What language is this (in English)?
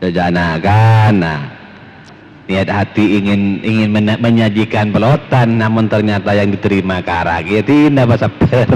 Madurese